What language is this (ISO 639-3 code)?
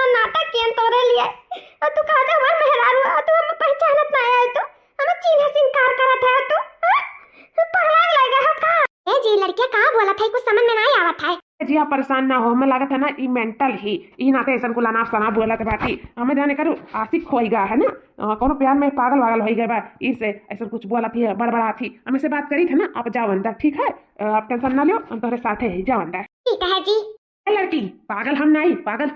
awa